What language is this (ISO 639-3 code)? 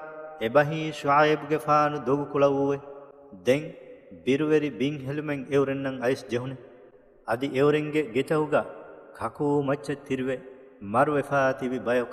div